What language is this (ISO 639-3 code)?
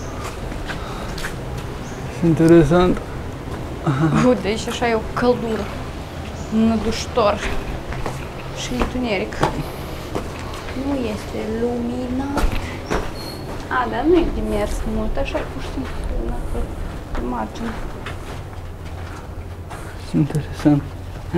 ron